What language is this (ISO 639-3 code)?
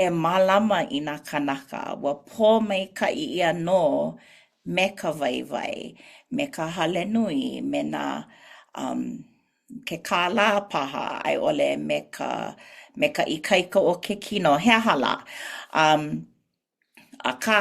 haw